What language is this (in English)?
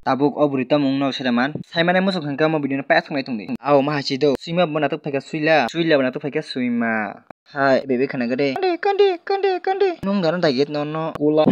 Kok Borok